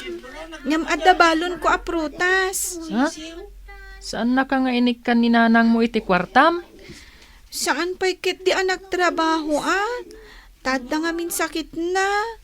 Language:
Iloko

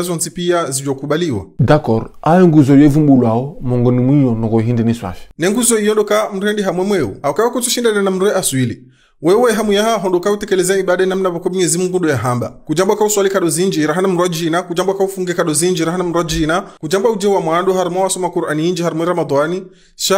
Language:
Ngazidja Comorian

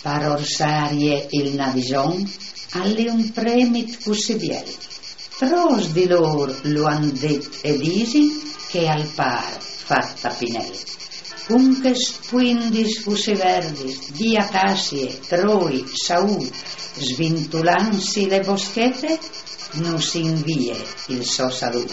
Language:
Friulian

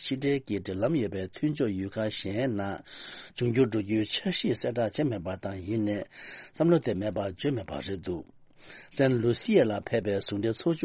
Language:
Tibetan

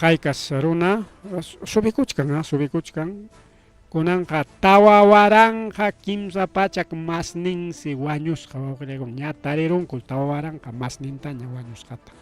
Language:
Ayacucho Quechua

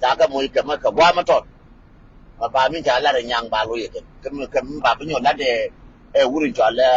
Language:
Nuer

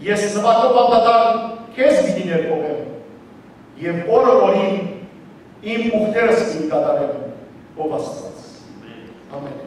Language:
Western Armenian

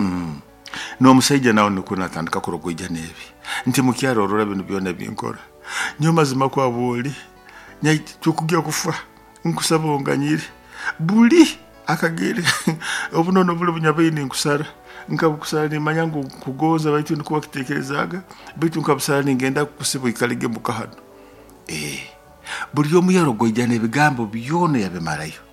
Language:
Nyoro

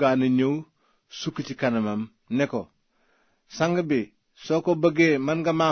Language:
Wolof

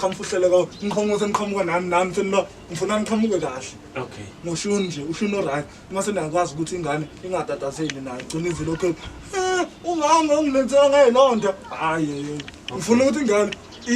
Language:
Zulu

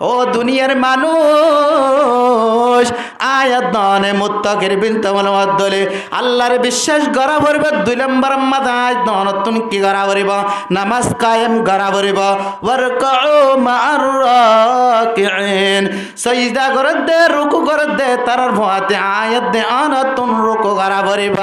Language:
Rohingya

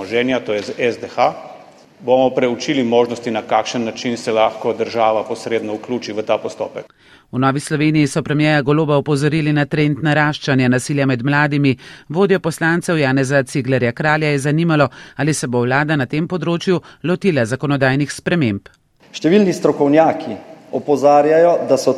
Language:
Slovenian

